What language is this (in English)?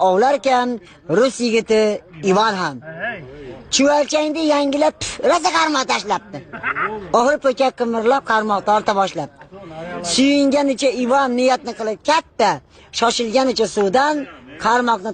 Uzbek